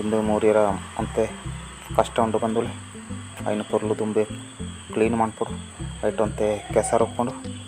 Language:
Tulu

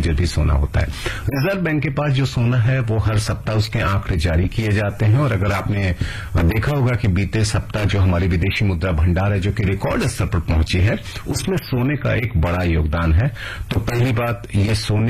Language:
Hindi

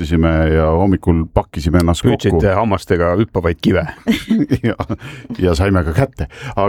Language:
Estonian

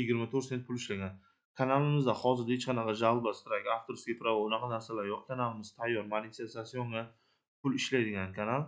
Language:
Uzbek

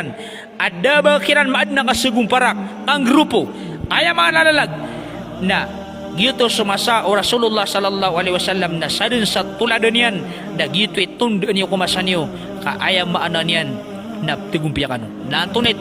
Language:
Maranao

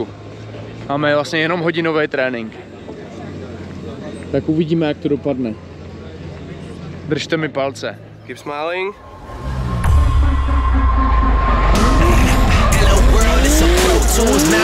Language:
Czech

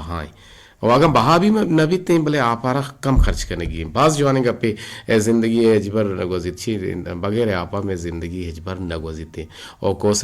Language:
Eastern Balochi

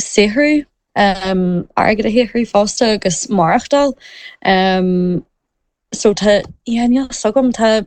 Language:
Irish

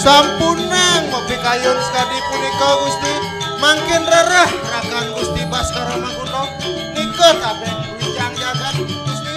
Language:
Balinese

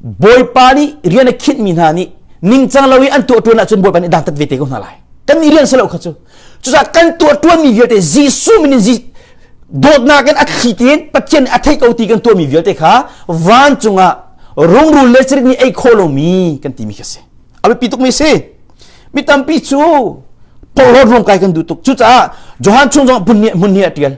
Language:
Hakha Chin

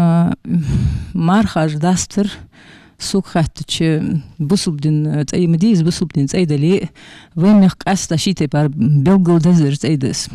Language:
Ingush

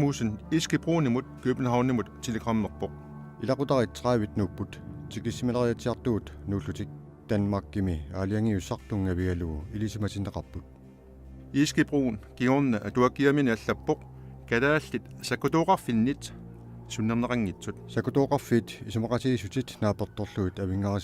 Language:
Kalaallisut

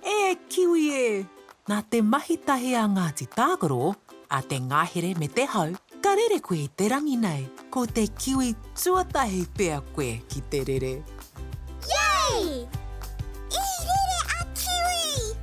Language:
Māori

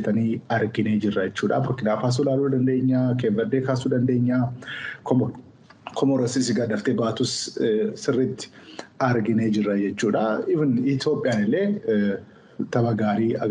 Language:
Oromo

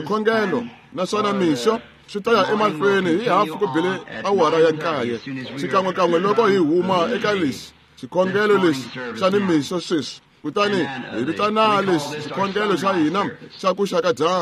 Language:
Tsonga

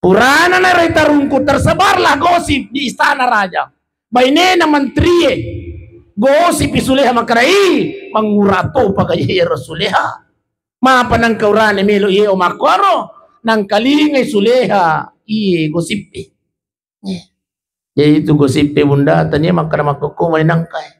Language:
Buginese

